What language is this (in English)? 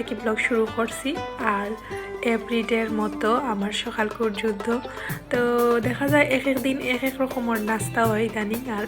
Sylheti